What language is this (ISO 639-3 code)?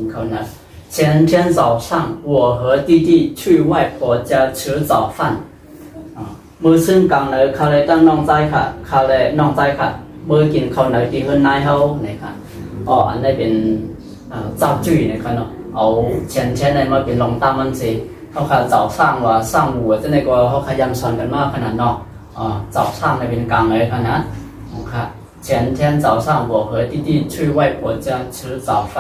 shn